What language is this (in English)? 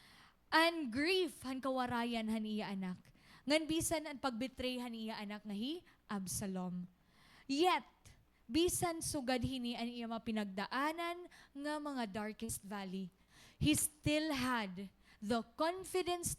Waray